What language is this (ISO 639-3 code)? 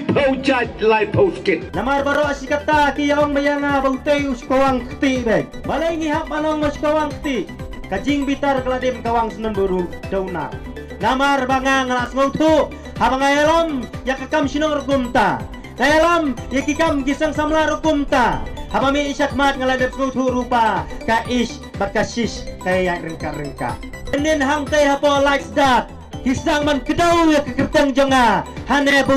kha